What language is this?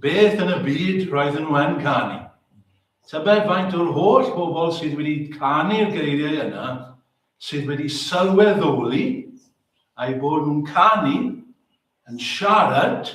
Welsh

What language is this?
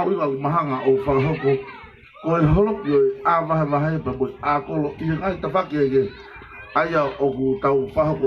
Tongan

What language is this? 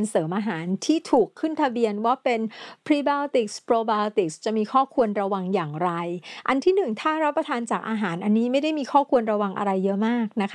Thai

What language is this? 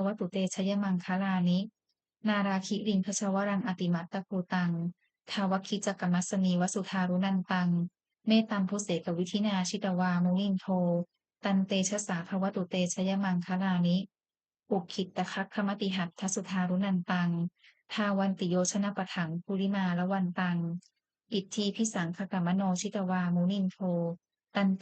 Pali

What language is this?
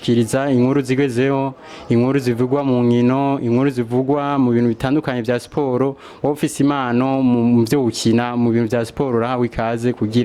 Rundi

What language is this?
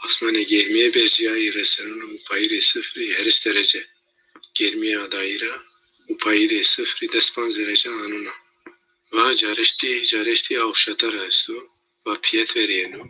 Zaza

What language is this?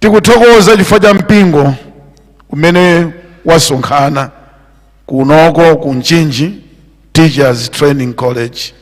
Nyanja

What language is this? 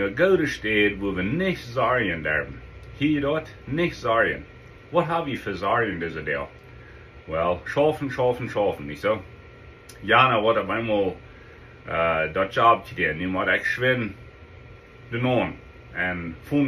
Plautdietsch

